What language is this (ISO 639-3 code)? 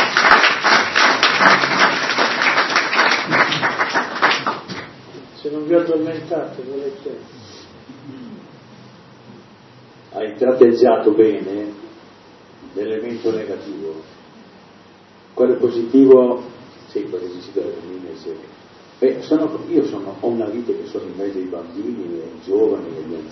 ita